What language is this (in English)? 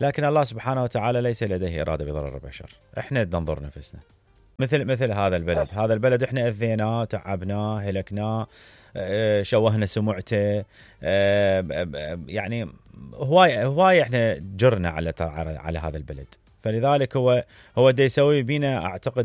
Mesopotamian Arabic